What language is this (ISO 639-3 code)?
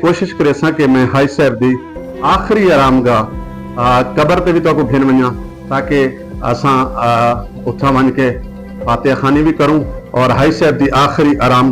skr